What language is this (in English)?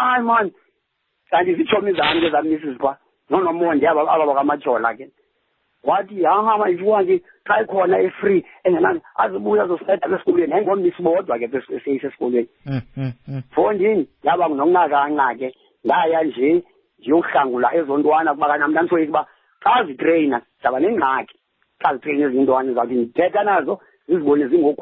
Xhosa